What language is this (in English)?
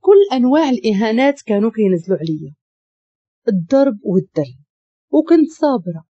Moroccan Arabic